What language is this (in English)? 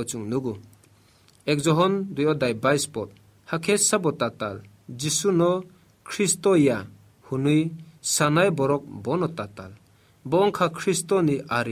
Kok Borok